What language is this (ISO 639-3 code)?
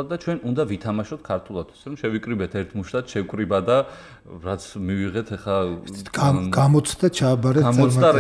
kat